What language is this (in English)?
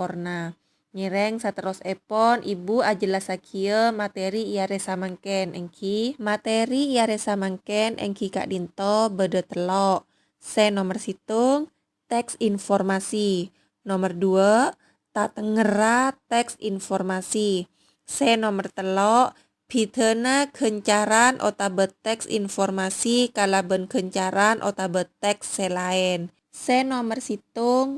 Madurese